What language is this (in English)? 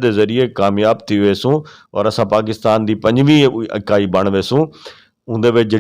Saraiki